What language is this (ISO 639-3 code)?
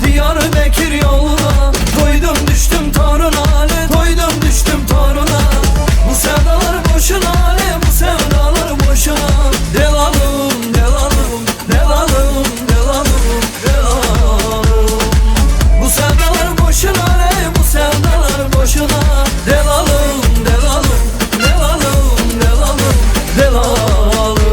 tuk